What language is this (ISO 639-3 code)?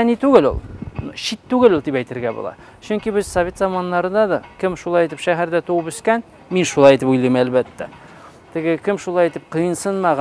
tat